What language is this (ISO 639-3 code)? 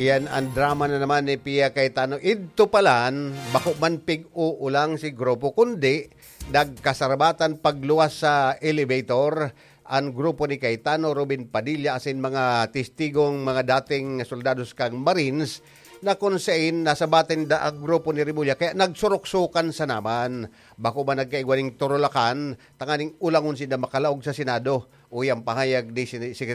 bik